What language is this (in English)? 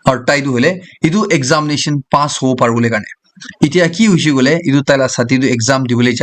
Naga Pidgin